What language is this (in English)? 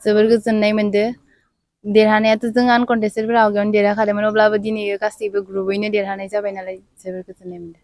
Bodo